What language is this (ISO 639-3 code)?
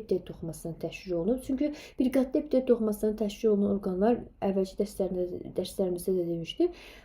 aze